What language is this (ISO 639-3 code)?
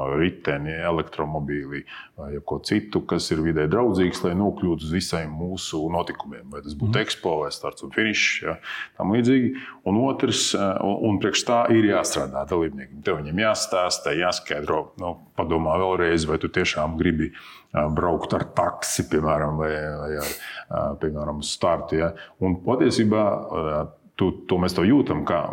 lav